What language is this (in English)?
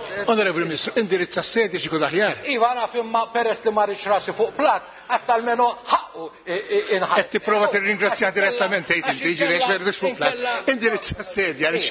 Maltese